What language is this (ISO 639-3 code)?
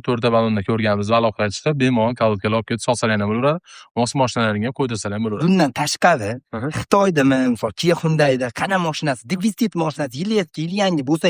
uzb